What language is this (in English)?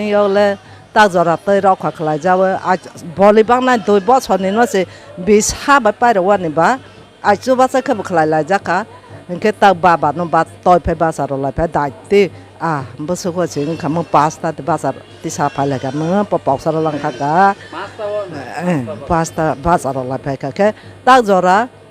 Kok Borok